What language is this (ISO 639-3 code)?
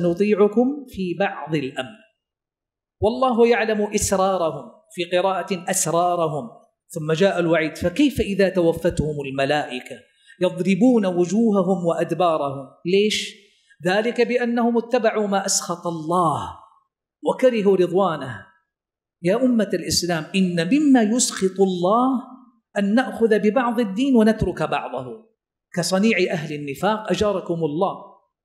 ara